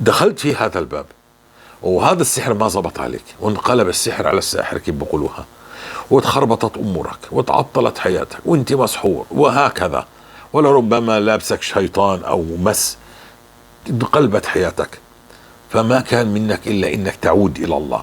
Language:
North Levantine Arabic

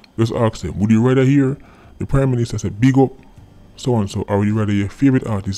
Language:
Jamaican Creole English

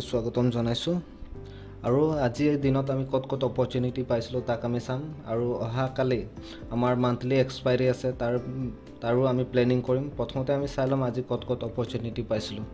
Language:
Assamese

